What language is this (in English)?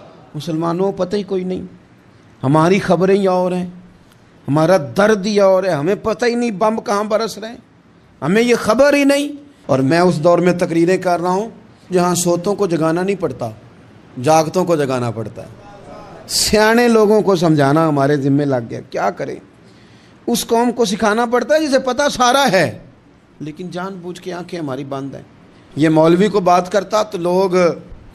Urdu